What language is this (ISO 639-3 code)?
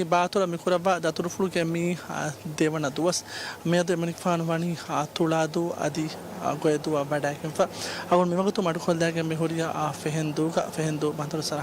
div